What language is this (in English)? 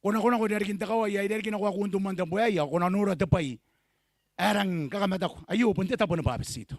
Gilbertese